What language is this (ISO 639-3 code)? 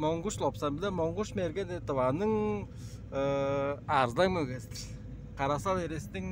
tyv